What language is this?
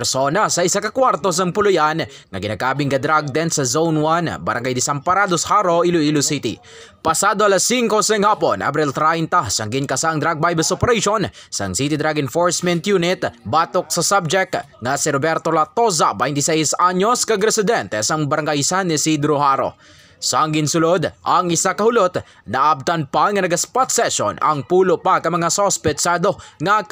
Hiligaynon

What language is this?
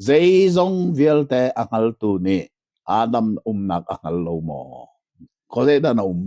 Hakha Chin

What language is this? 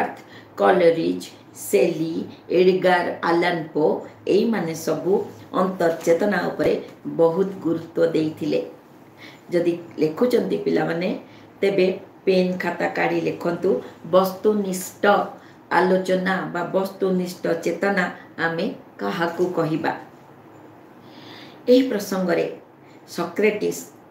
Odia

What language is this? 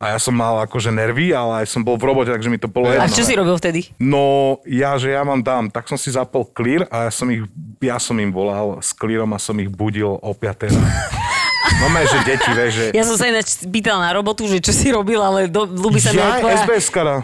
Slovak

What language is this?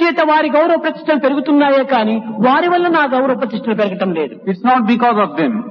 Telugu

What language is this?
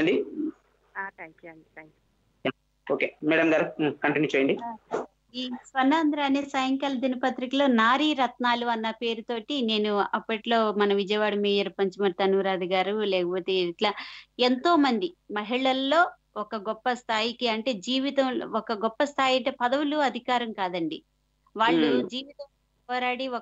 Telugu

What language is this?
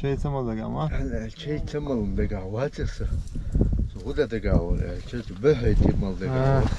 Chechen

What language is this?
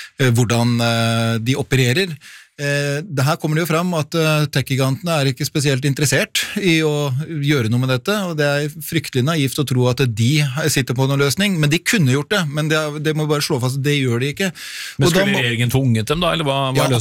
Norwegian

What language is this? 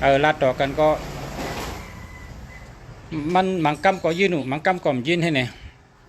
Shan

